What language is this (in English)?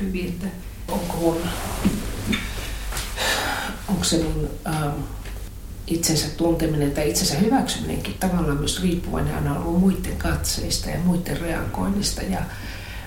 Finnish